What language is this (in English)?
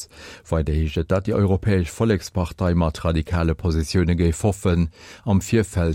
Luxembourgish